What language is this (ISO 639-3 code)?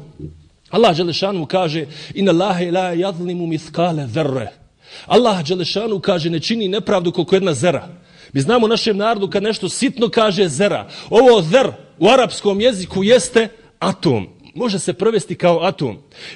bos